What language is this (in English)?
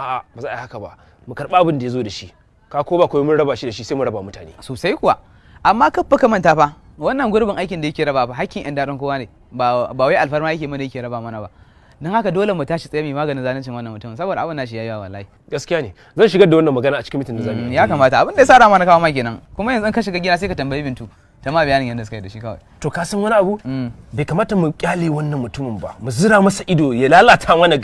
Hausa